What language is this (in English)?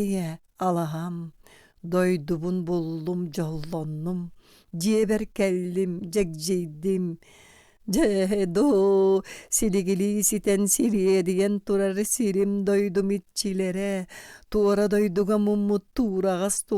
Yakut